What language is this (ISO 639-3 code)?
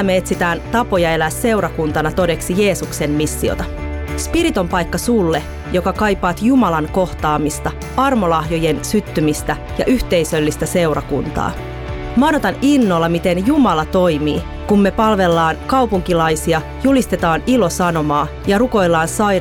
fin